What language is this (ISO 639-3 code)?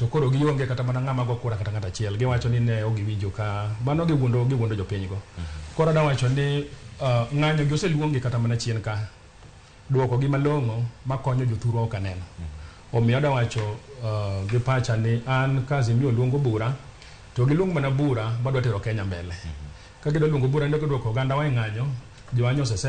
luo